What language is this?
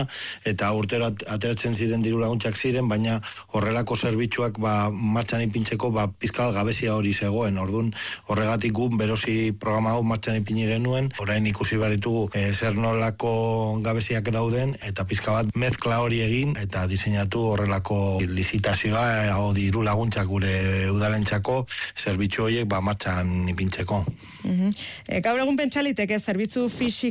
Basque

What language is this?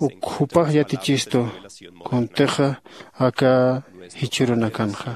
Aymara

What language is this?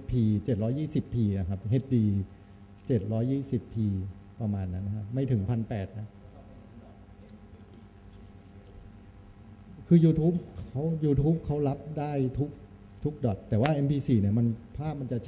Thai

